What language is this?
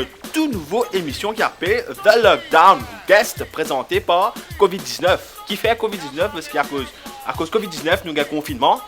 Morisyen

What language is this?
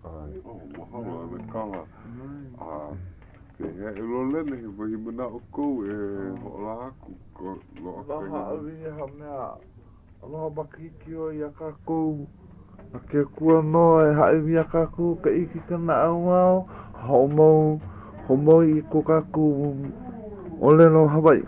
Hawaiian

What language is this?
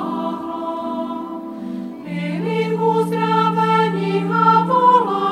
Czech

